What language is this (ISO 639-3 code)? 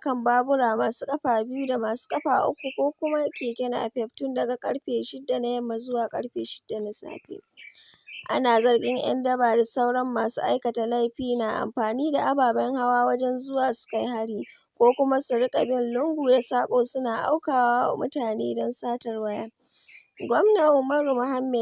hau